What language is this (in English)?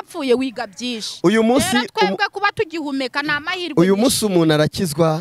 Kinyarwanda